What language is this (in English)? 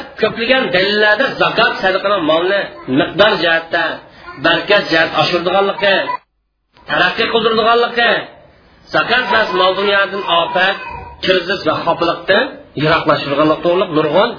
Uyghur